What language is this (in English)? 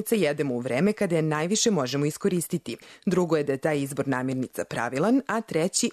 Serbian